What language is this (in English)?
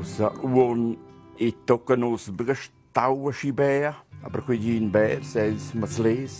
Romansh